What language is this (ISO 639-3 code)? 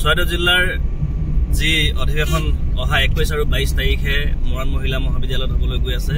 asm